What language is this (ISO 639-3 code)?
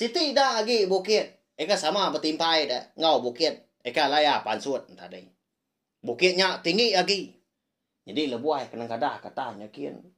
iba